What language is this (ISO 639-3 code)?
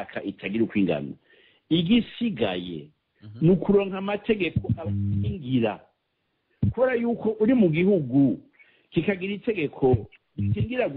run